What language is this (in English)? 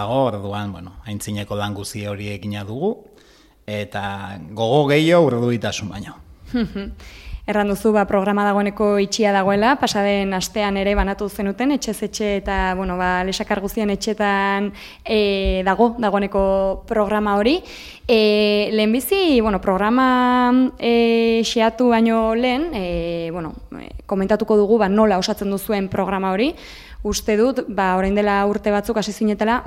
Basque